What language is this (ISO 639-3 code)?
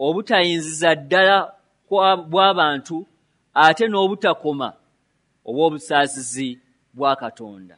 lug